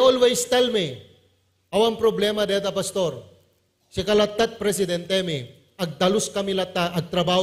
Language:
Iloko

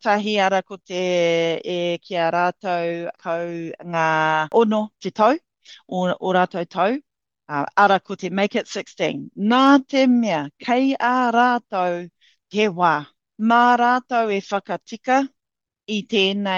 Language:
Māori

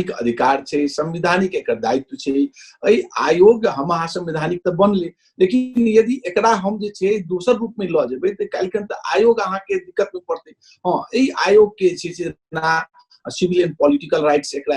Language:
Maithili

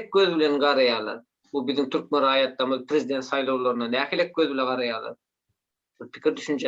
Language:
Turkmen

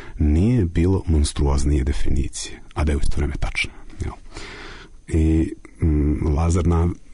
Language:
Serbian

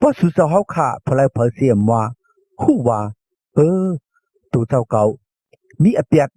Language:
Shan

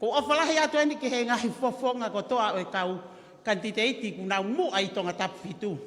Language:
Tongan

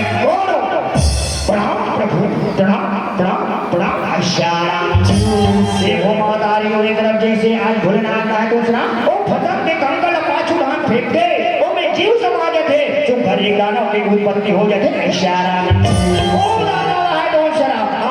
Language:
Chhattisgarhi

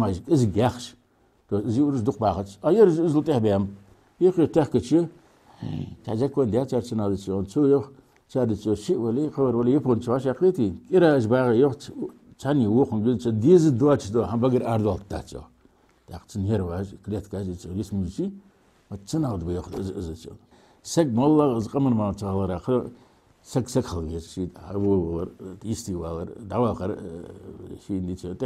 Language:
Ingush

